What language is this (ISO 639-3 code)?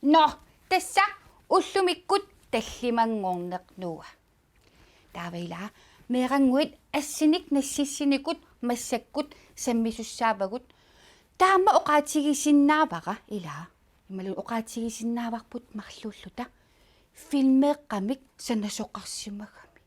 kal